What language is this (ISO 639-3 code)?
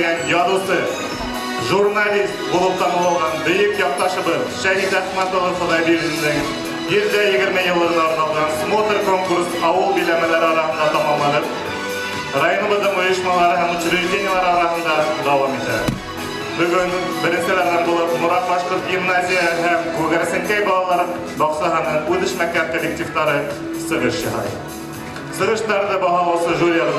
bak